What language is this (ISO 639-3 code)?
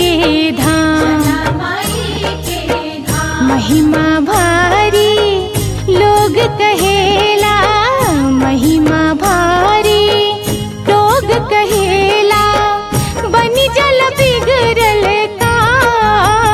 bho